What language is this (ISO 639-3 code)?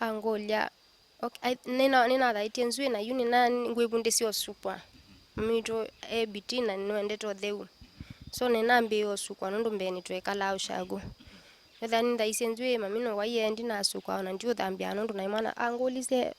kam